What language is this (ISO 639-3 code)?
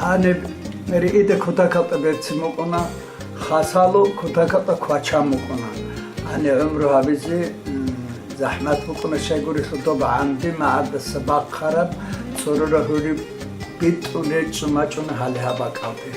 ava